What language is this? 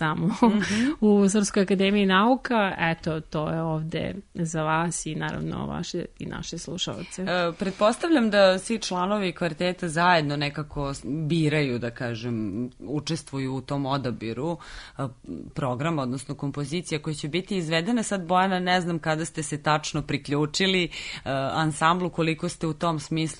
Serbian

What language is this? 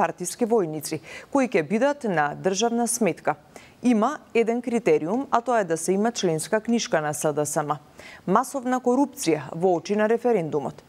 Macedonian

